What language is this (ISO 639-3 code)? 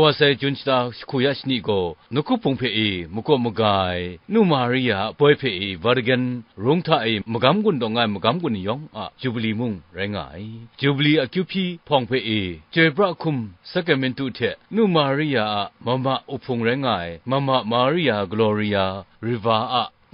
kac